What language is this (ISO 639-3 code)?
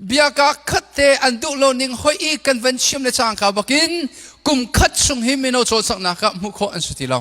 cnh